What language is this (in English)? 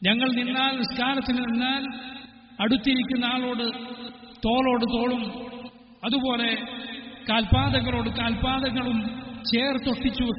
Malayalam